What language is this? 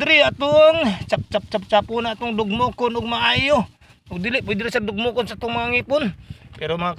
Cebuano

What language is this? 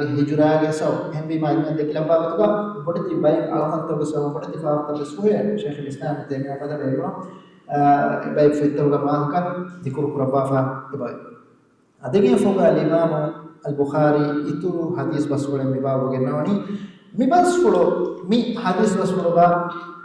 Divehi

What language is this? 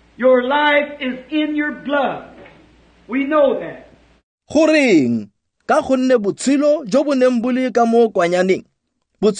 Tswana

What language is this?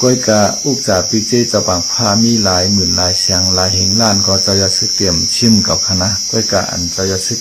Shan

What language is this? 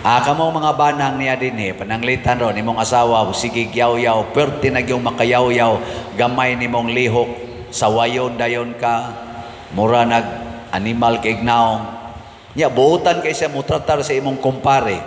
Cebuano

